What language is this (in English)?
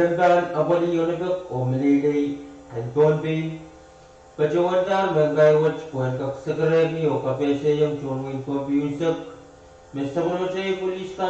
Pohnpeian